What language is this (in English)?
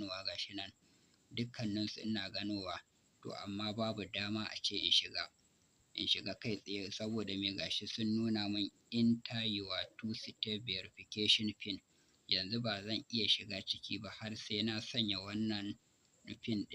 Hausa